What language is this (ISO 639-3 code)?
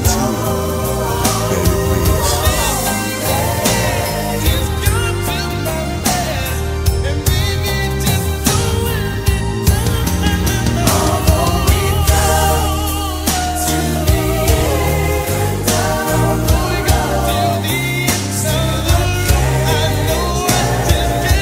eng